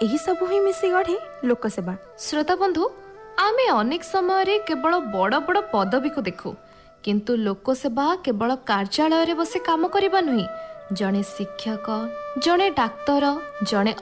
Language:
Odia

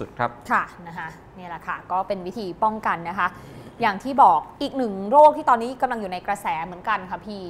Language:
Thai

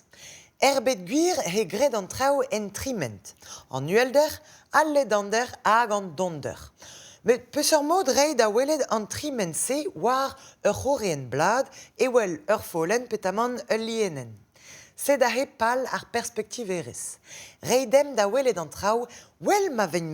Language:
Breton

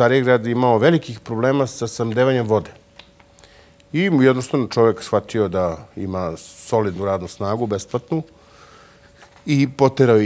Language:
Serbian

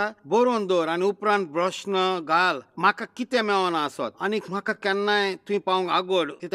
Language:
Konkani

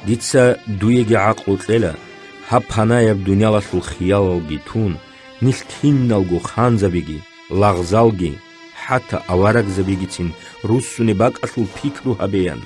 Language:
Avaric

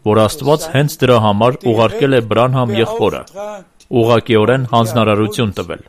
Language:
Armenian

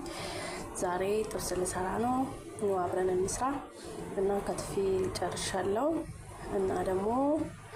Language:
Amharic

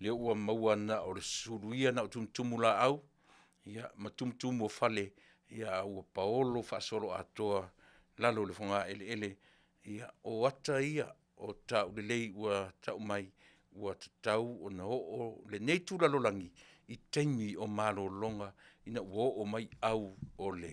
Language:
Samoan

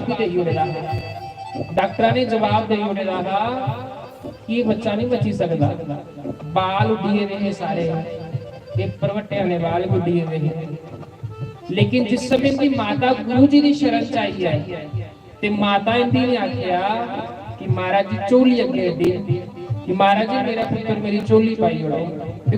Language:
Dogri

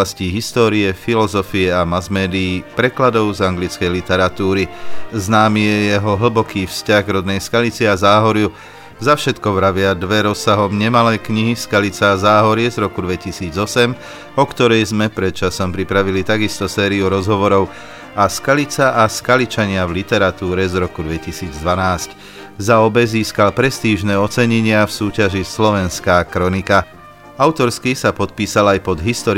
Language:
Slovak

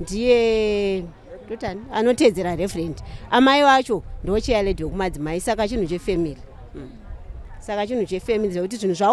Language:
Shona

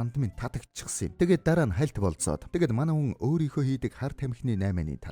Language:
Mongolian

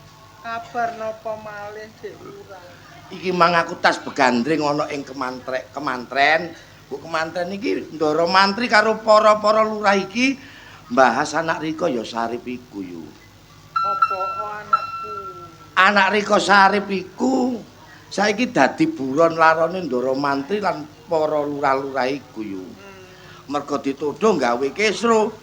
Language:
Javanese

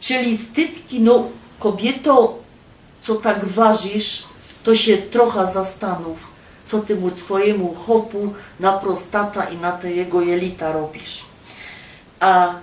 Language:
Silesian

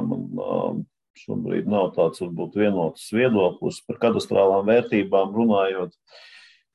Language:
Latvian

